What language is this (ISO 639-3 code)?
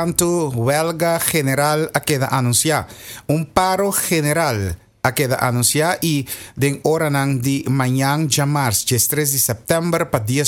pap